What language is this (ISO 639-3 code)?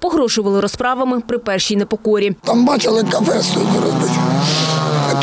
ukr